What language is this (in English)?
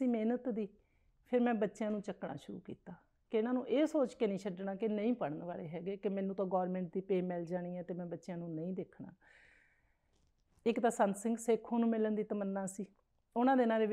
Punjabi